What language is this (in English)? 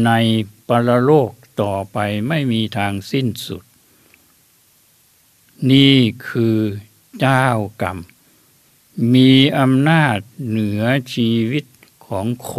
Thai